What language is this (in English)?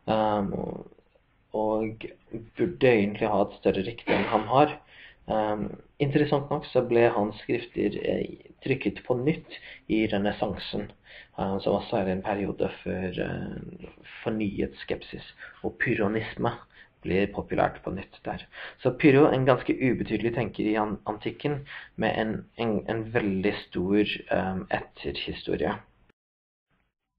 Norwegian